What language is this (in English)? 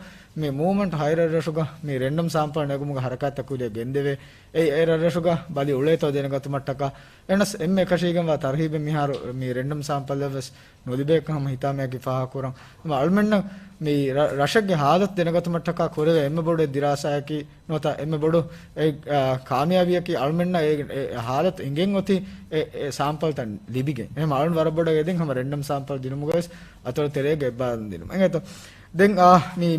Divehi